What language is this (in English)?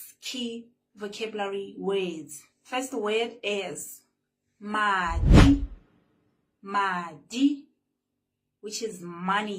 Tswana